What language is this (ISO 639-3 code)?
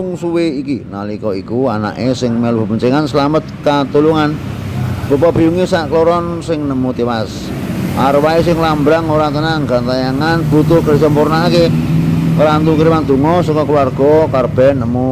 jav